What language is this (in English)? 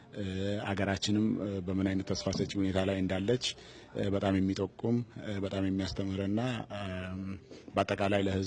Amharic